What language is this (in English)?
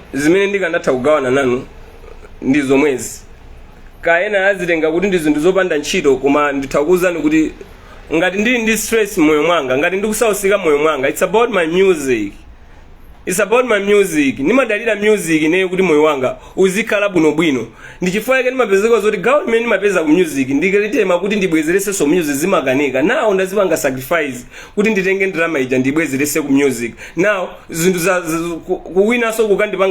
Nyanja